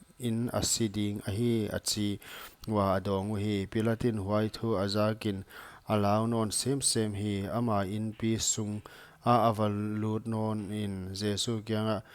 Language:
Paite Chin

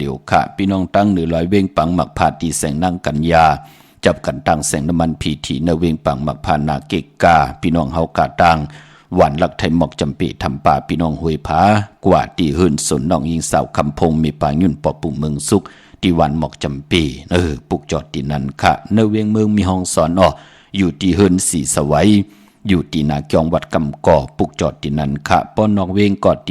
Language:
Shan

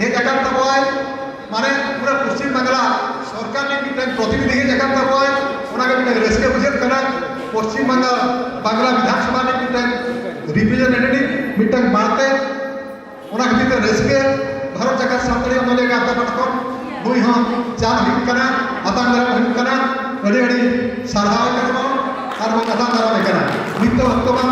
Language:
Santali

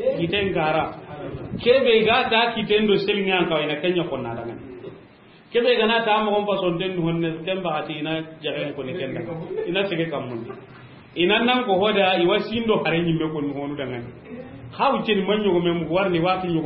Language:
Soninke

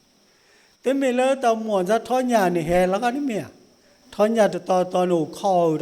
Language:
S'gaw Karen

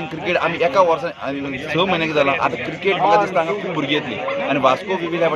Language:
Konkani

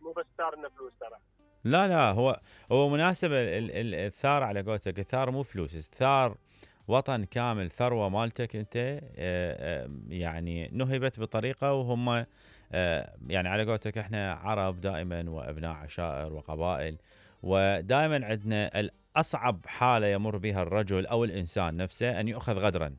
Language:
Mesopotamian Arabic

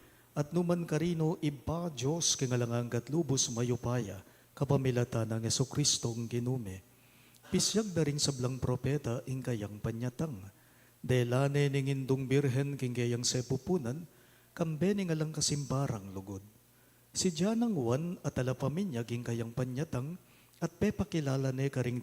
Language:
Pampanga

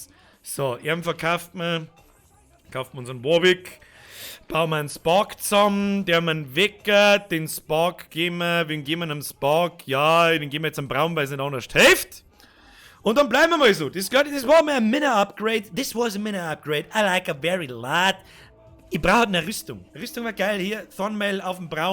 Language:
Bavarian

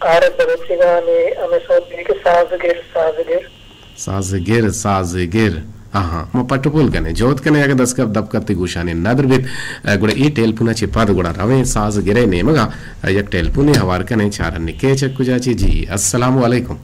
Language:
Eastern Balochi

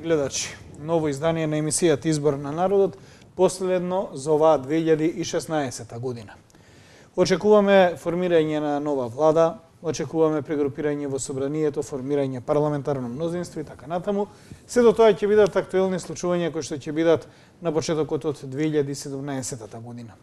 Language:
Macedonian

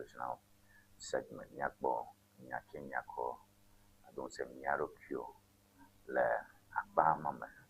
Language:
Ewe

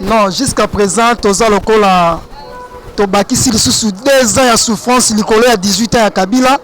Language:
Lingala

